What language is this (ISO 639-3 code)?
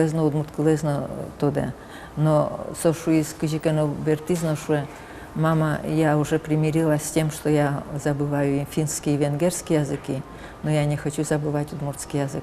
udm